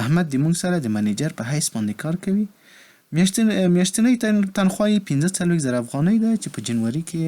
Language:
Pashto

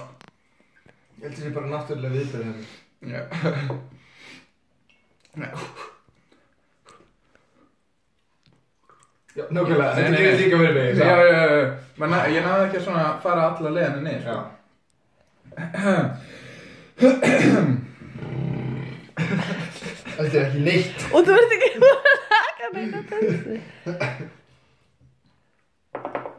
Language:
Icelandic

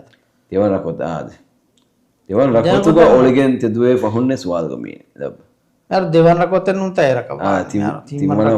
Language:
Divehi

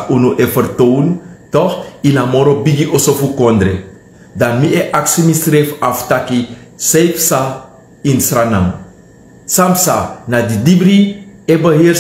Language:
Sranan Tongo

